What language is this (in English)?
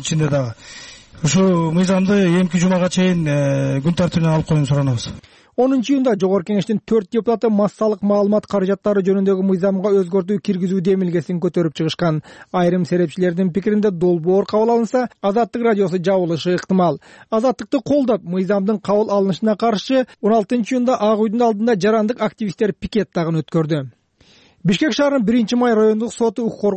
Kyrgyz